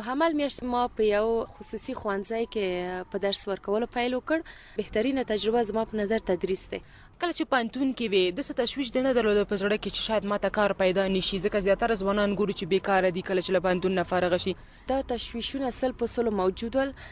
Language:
Pashto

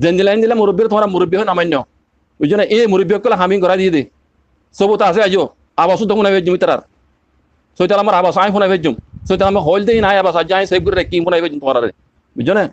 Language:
Rohingya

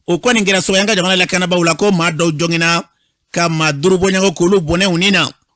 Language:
Bambara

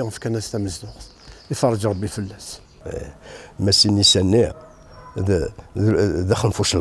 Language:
Kabyle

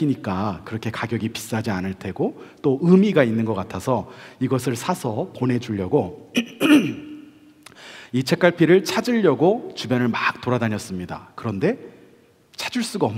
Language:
Korean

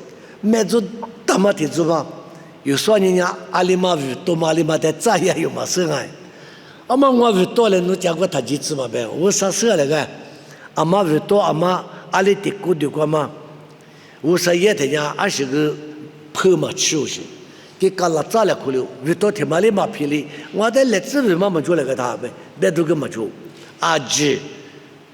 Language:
Lisu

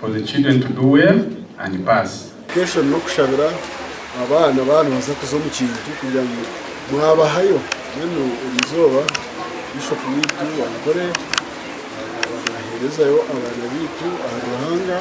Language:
Nyankole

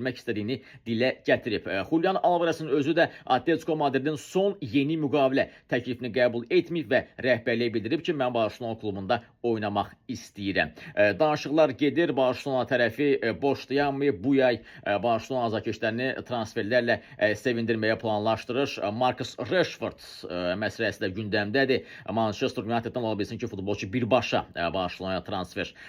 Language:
Azerbaijani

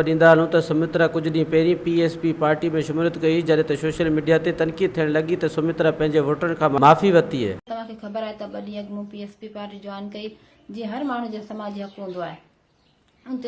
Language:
Sindhi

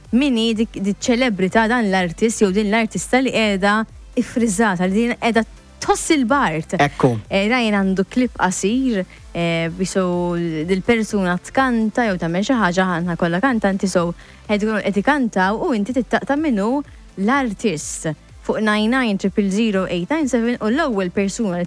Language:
Maltese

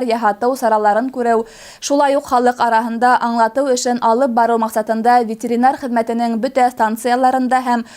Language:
Bashkir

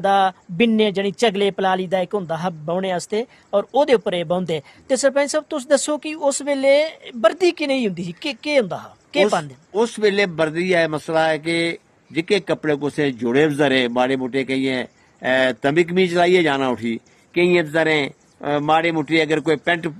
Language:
Dogri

